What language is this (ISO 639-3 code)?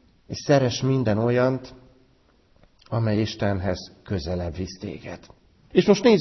hun